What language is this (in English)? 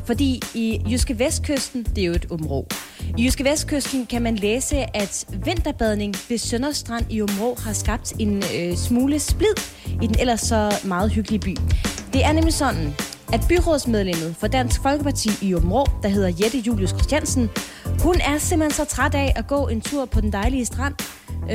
Danish